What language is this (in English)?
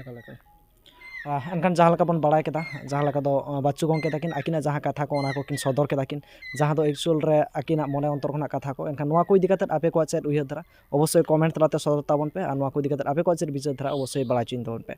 Santali